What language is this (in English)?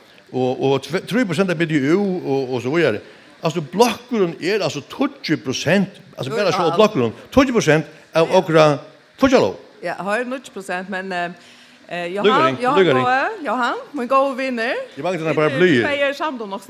Faroese